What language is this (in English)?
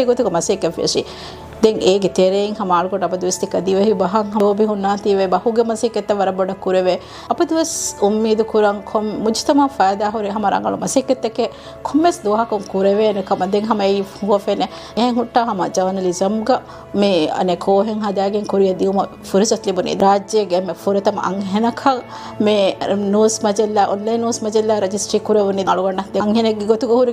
Divehi